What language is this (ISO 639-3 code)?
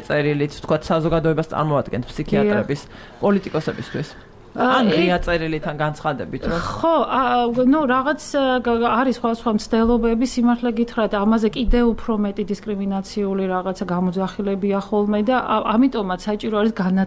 kat